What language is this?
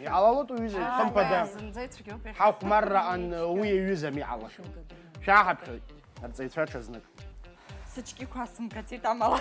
Abkhazian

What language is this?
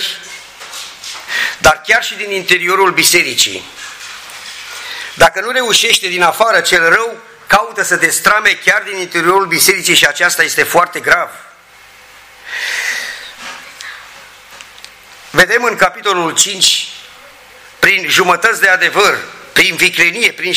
Romanian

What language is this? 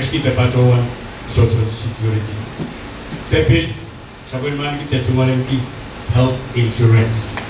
Pohnpeian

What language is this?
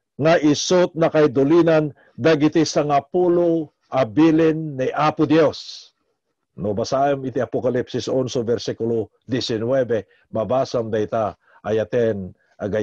Iloko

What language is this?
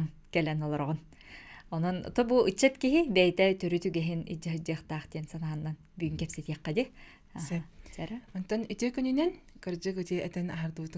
Yakut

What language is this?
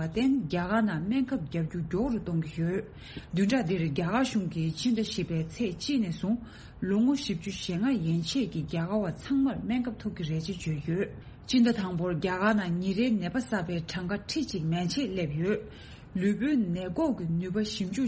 Tibetan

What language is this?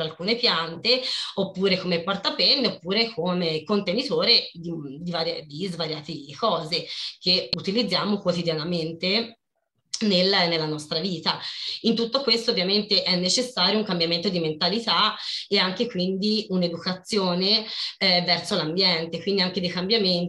Italian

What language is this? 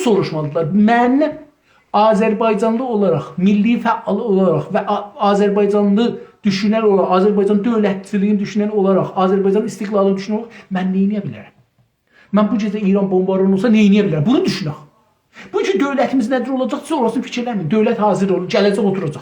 South Azerbaijani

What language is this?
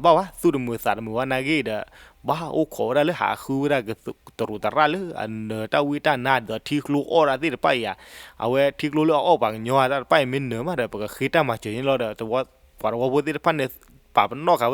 S'gaw Karen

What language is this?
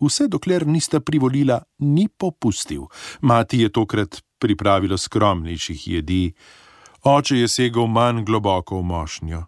Slovenian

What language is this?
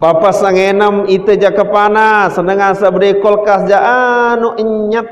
Sasak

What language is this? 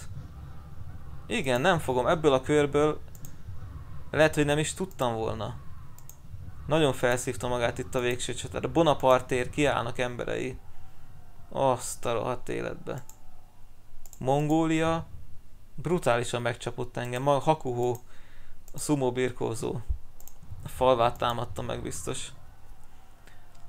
Hungarian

